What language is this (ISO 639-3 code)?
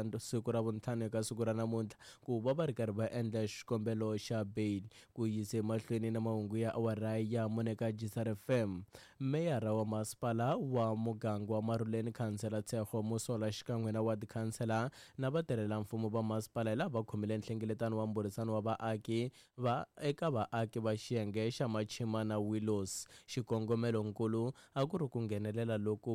tso